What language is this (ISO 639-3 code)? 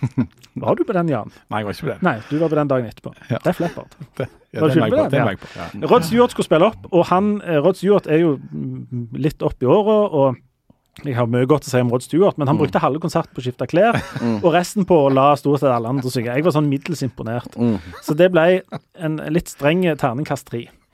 nor